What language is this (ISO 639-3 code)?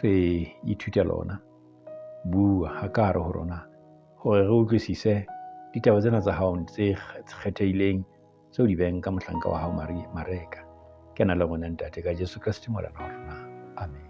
sot